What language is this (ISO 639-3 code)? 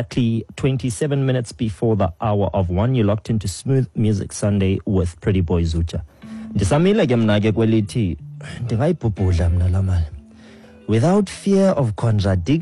xho